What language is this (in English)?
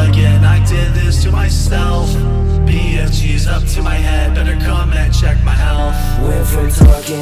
English